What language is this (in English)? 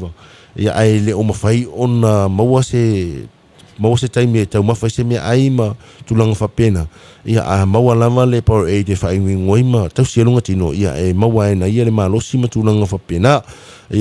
Samoan